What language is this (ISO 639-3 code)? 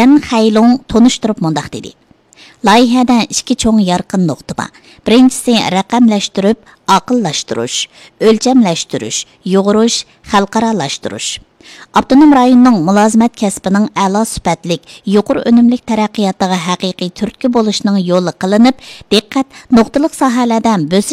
uig